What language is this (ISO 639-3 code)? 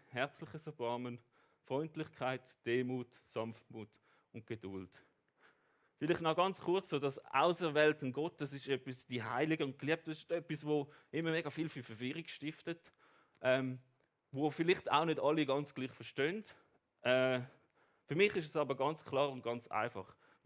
gsw